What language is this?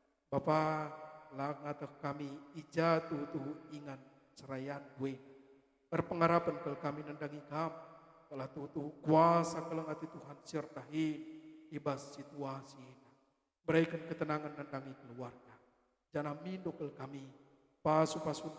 Batak Karo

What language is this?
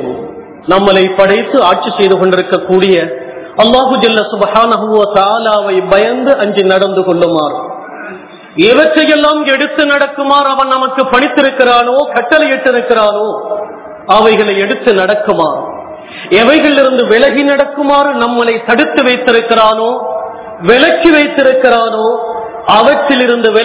Tamil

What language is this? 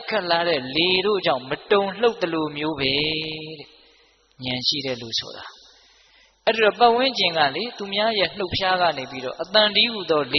Burmese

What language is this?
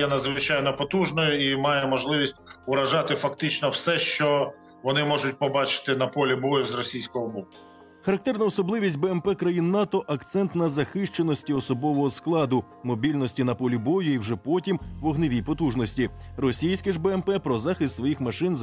Ukrainian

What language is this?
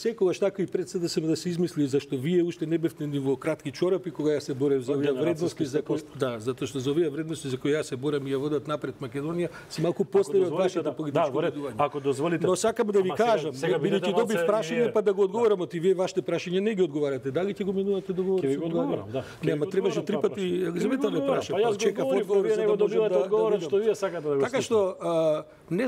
Macedonian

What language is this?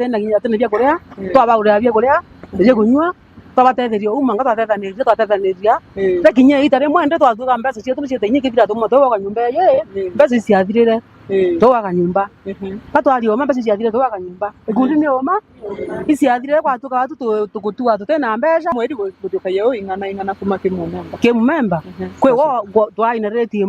Meru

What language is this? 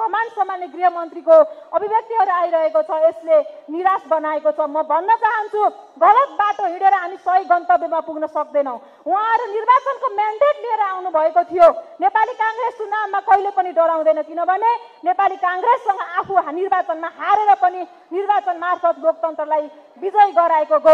Nepali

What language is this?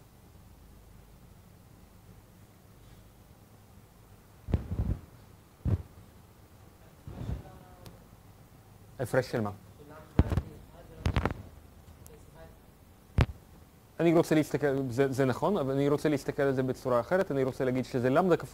Hebrew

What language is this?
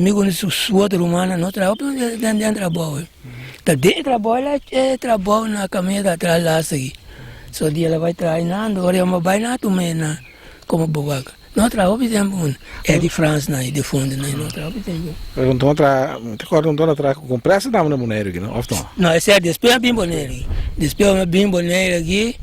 Papiamento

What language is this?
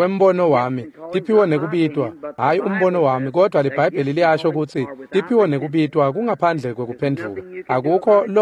Swati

